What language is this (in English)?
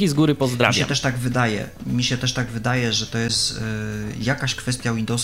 Polish